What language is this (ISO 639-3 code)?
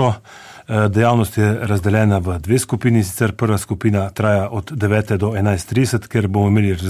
slv